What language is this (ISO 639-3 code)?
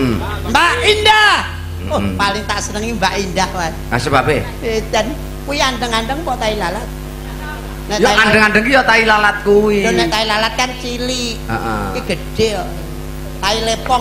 jav